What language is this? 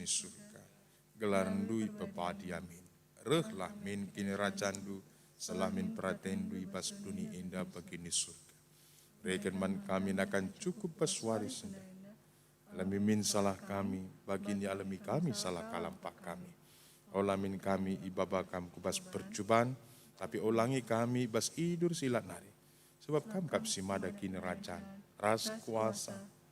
Batak Karo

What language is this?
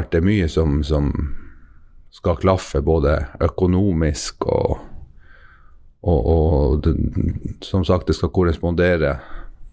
Norwegian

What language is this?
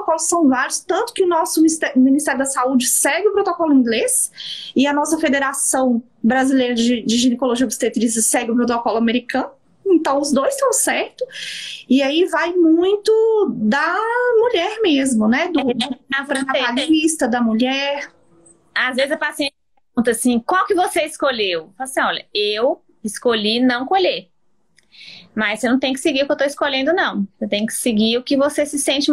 Portuguese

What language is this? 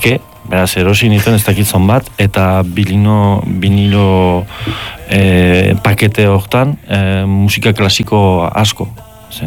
Basque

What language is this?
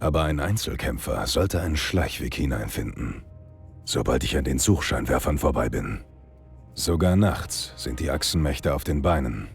Bavarian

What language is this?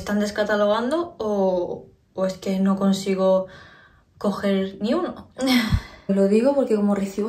Spanish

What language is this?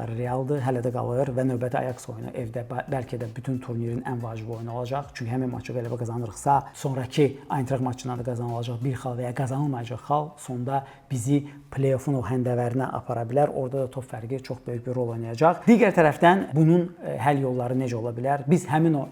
Azerbaijani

